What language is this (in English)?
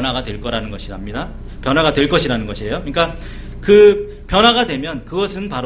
Korean